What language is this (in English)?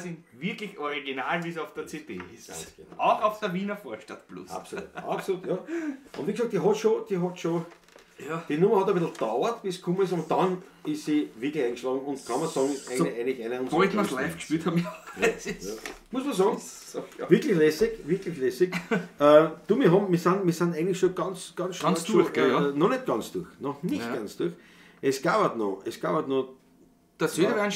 Bavarian